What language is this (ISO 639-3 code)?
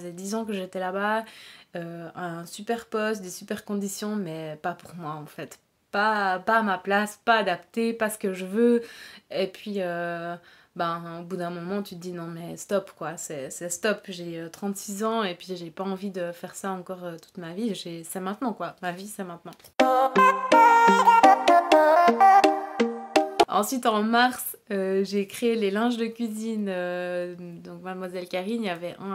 fra